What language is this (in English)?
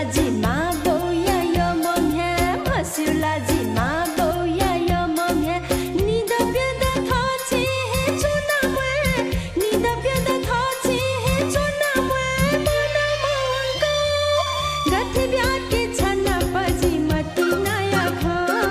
Newari